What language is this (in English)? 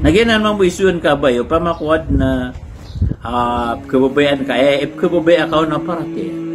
Maranao